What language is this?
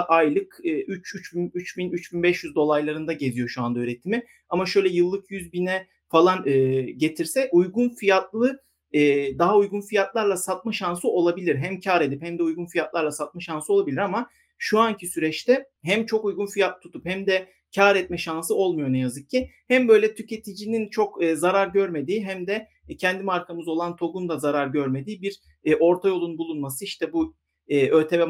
Turkish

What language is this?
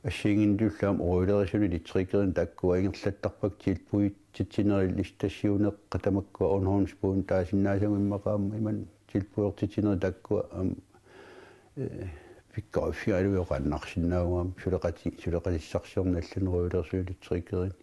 Kalaallisut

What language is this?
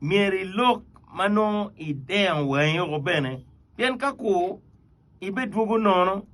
Acoli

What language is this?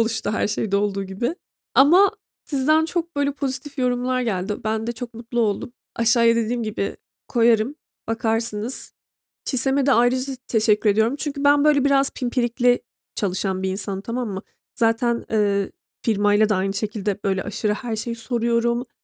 Turkish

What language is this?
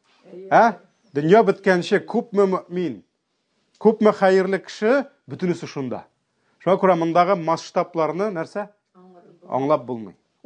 Tatar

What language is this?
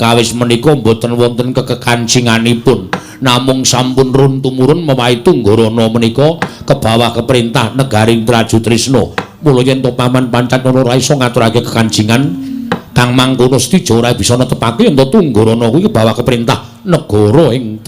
Javanese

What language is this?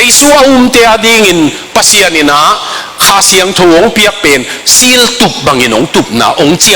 Tedim Chin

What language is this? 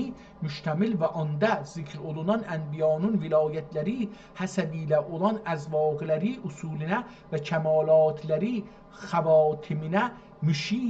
South Azerbaijani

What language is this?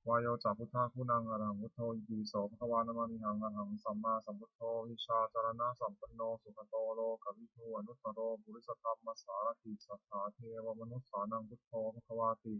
Pali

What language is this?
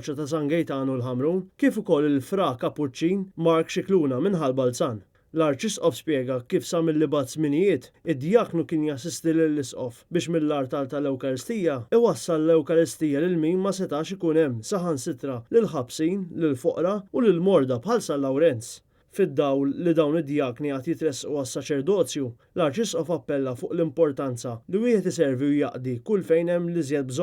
Maltese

